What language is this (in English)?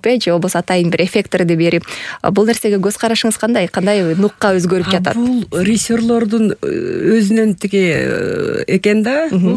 Kyrgyz